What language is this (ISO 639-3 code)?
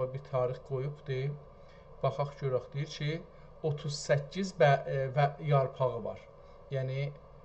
azb